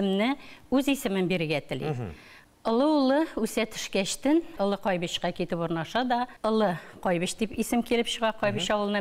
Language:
Tatar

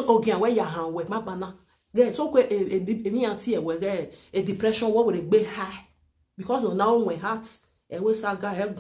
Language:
Nigerian Pidgin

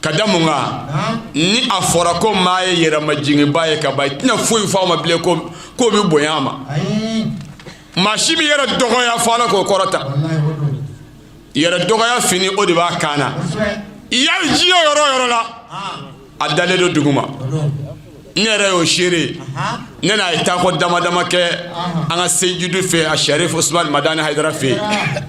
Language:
Bambara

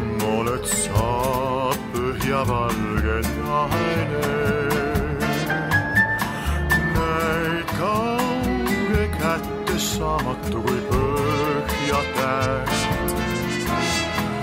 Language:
Estonian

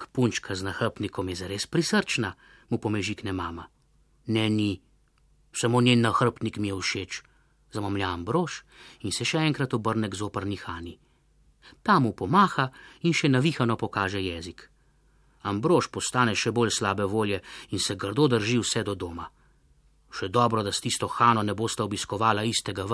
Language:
Slovenian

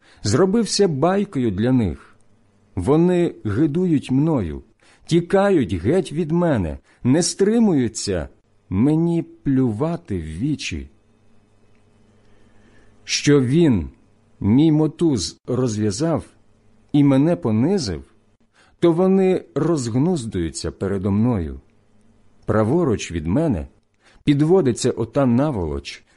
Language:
Ukrainian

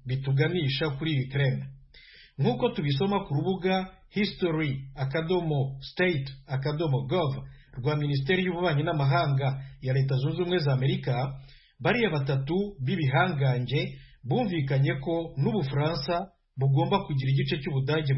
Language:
Kinyarwanda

